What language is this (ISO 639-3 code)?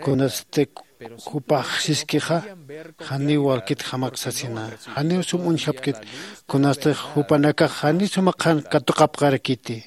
aym